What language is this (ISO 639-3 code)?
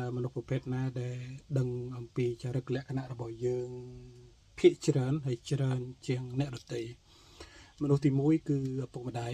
khm